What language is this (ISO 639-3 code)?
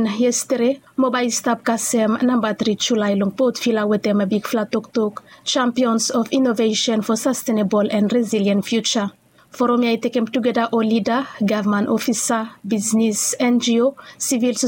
bis